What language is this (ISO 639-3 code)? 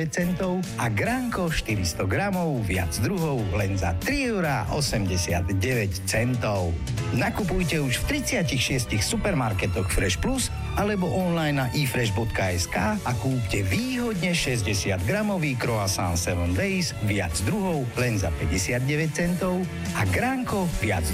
slk